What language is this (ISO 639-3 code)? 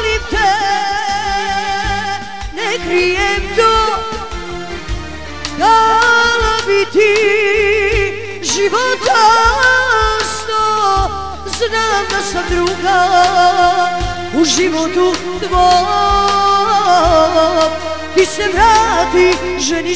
hrv